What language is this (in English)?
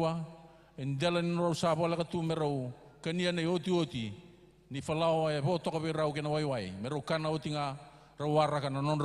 Fijian